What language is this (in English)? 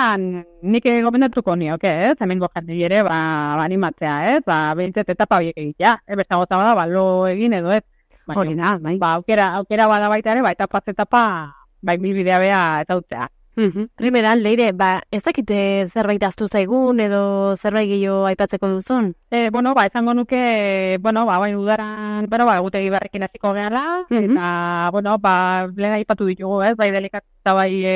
Basque